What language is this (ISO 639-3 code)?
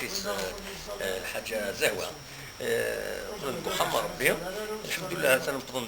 kab